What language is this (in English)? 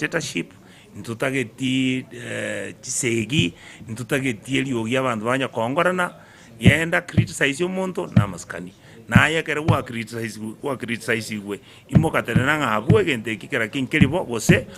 Gusii